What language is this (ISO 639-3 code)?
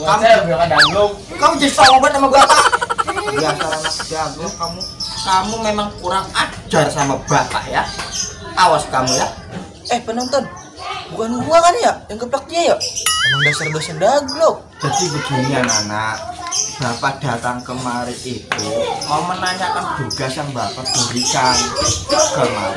bew